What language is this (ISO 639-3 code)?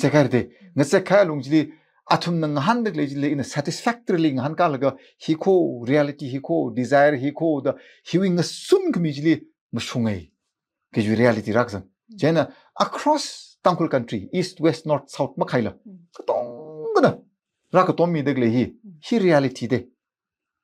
nmf